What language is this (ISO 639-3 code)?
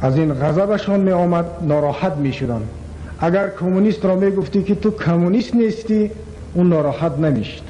tgk